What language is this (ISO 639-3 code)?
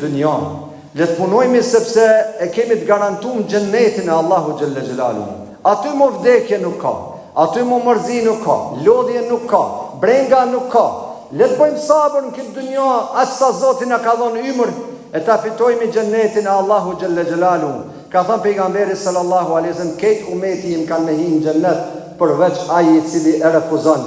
sqi